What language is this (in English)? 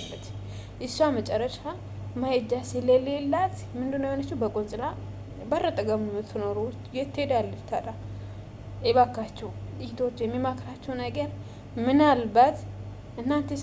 Amharic